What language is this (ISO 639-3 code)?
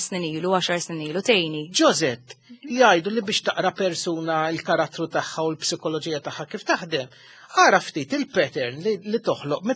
mlt